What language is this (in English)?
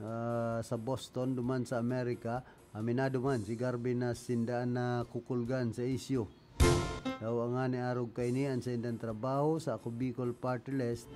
Bikol